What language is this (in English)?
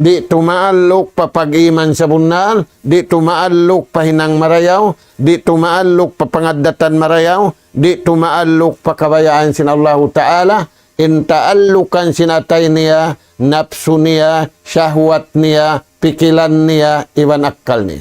Tausug